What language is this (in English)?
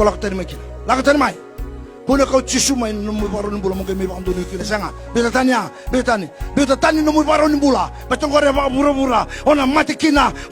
Fijian